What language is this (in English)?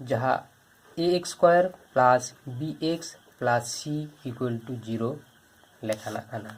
Santali